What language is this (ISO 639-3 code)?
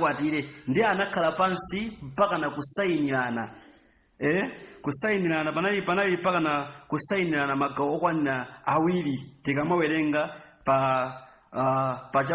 nya